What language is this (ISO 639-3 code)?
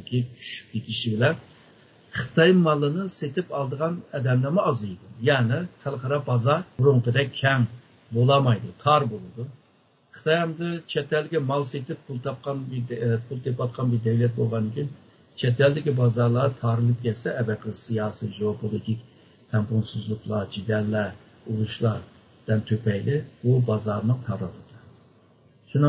uig